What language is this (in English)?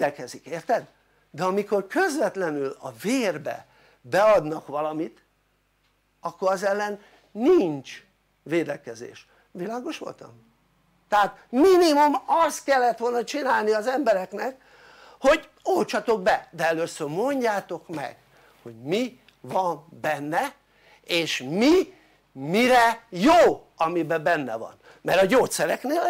Hungarian